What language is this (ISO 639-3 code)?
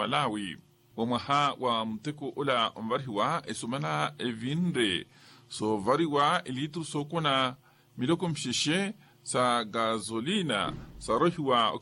vmw